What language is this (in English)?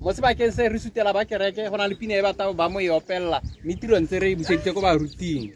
Tswana